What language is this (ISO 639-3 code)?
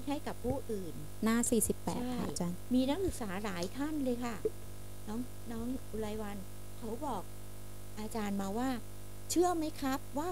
tha